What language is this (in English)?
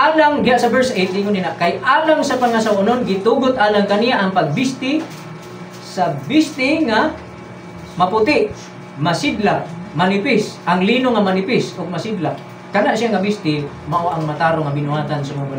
Cebuano